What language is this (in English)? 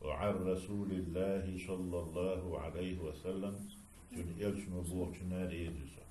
Chechen